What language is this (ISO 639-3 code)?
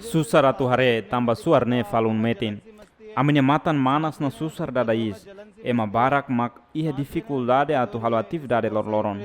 tet